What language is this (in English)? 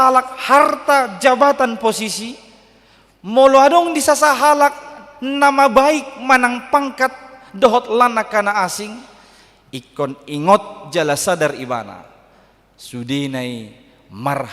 Batak Toba